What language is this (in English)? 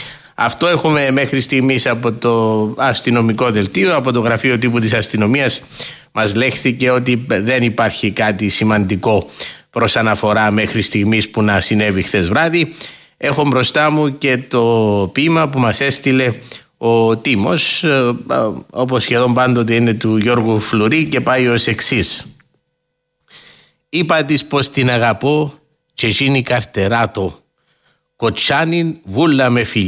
Greek